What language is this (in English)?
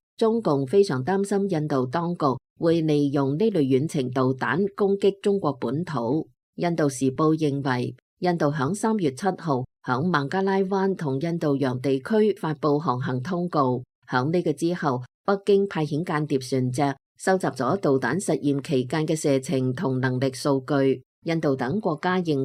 Cantonese